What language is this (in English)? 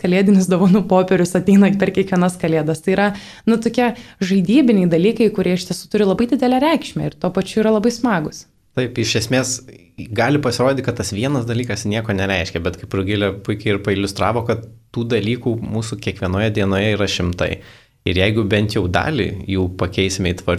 Lithuanian